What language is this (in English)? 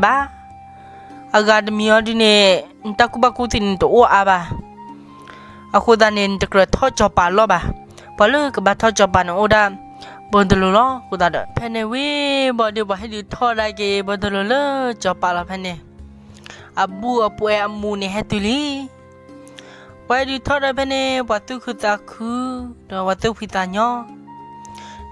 S'gaw Karen